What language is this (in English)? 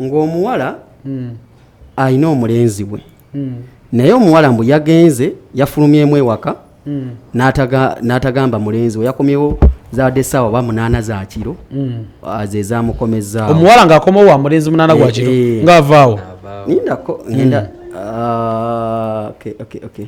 Ganda